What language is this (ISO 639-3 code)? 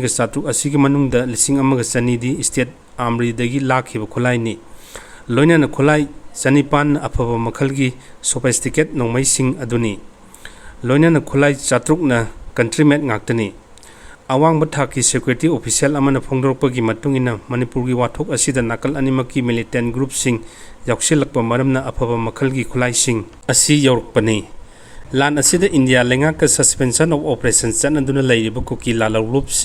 mni